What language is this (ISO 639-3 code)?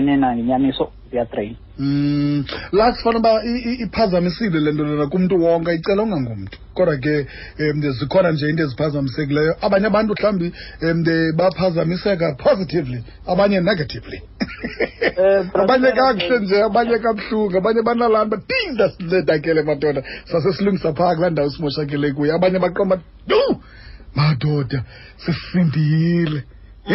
xho